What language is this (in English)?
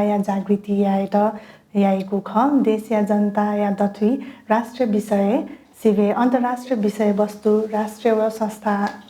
Newari